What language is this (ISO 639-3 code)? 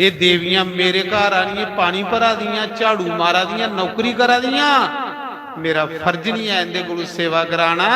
doi